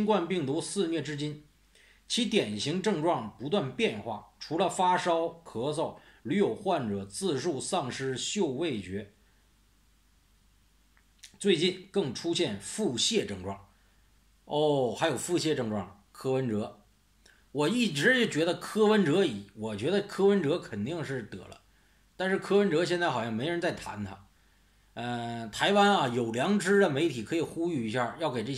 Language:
Chinese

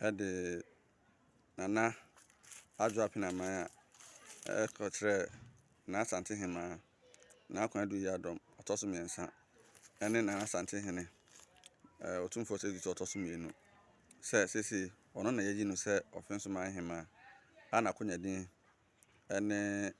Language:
Akan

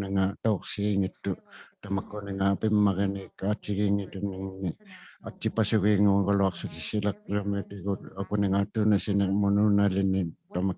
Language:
Inuktitut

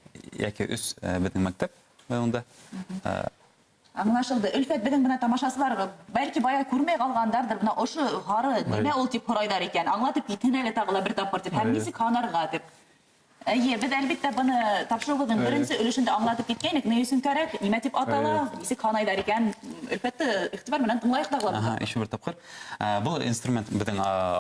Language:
Bashkir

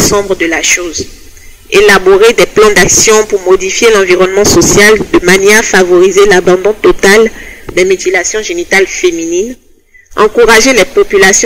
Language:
French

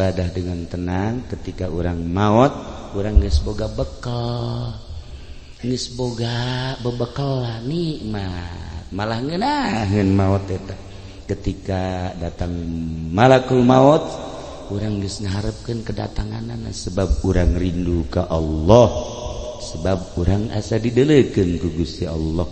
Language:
Sundanese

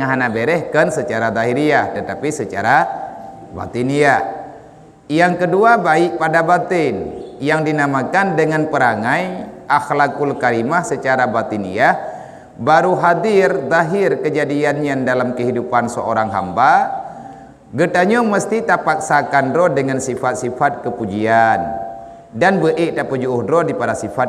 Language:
Achinese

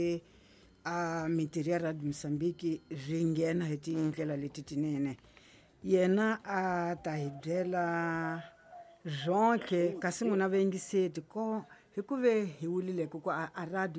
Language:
Tsonga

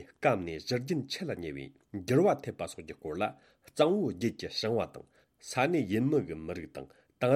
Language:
Tibetan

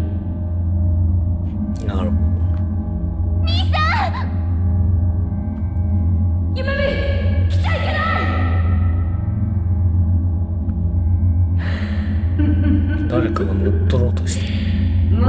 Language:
Japanese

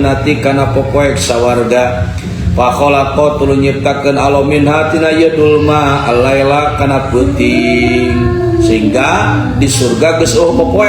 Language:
Sundanese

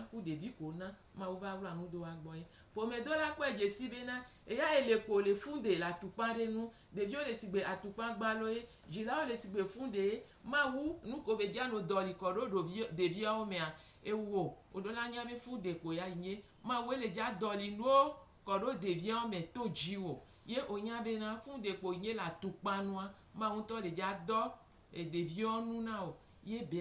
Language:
Gen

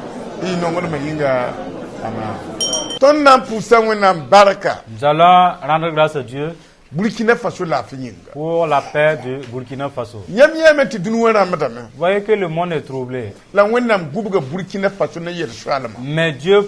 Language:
Mossi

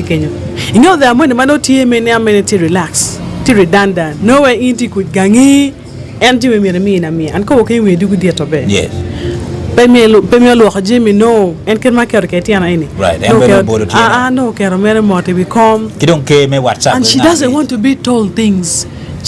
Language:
Acoli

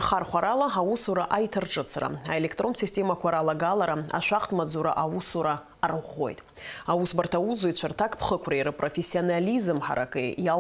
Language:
Abkhazian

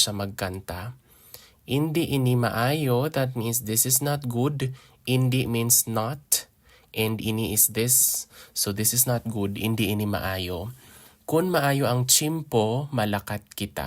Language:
Hiligaynon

